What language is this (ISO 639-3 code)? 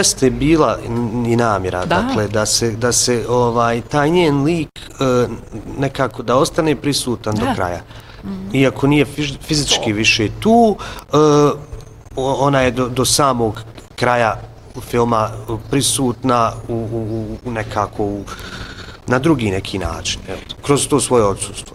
bos